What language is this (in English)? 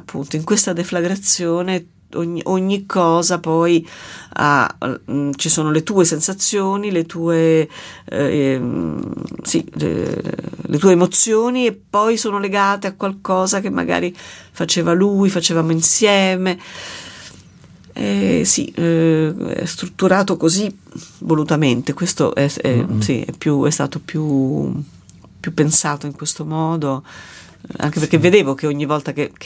Italian